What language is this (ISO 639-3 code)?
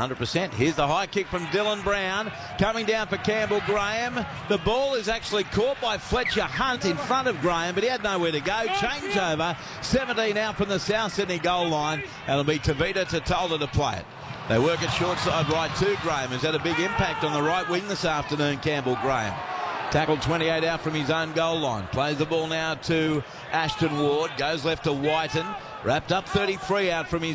eng